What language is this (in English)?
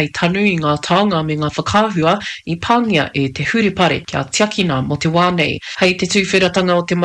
Māori